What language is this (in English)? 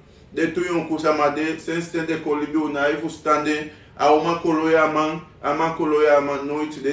Sranan Tongo